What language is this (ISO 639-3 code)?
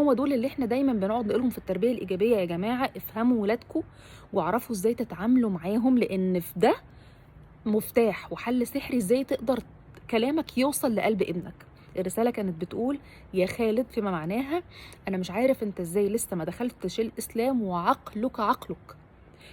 arz